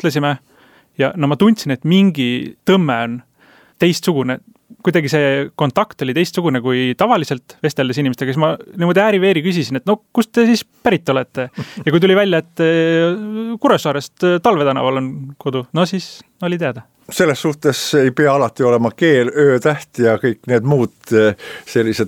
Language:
Estonian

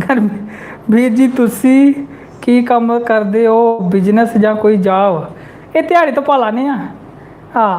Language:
Dogri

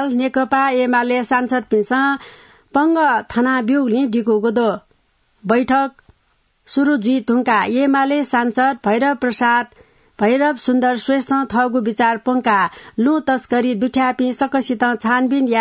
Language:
Newari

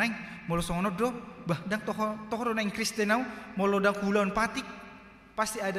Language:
Batak Toba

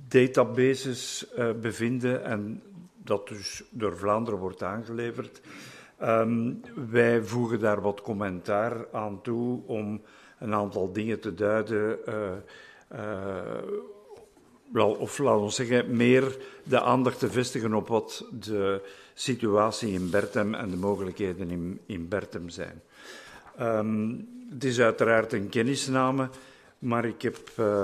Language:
Dutch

